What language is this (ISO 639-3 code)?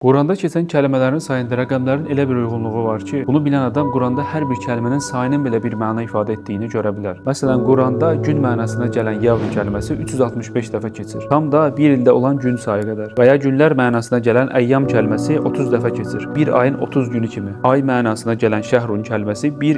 aze